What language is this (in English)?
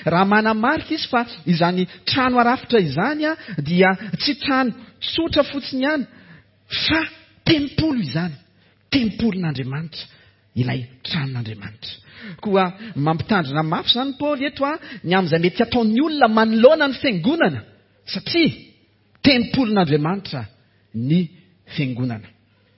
Malagasy